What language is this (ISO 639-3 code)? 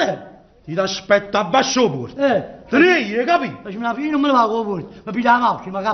nap